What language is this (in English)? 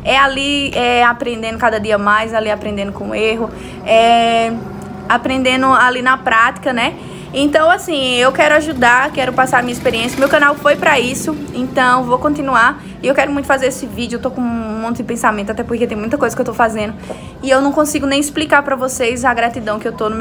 Portuguese